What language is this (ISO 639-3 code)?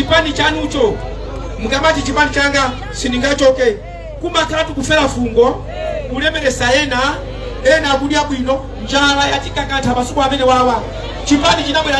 nya